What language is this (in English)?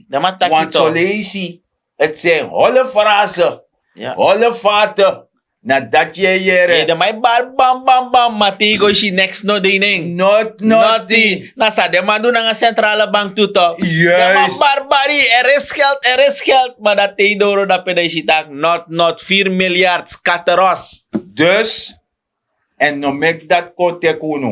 Sranan Tongo